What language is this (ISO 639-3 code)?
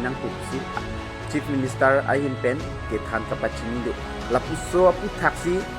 mjw